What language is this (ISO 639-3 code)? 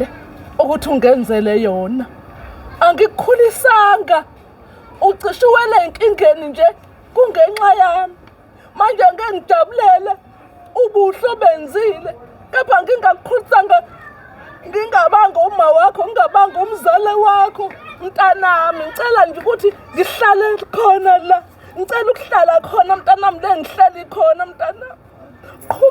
zul